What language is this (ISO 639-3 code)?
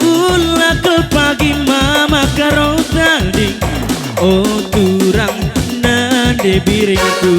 btx